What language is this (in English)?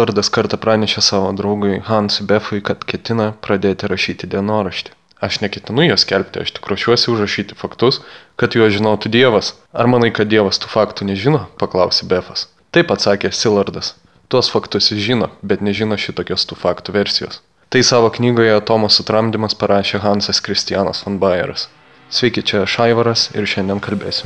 Lithuanian